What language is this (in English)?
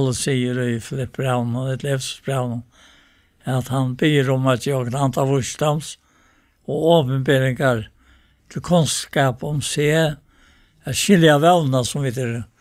Faroese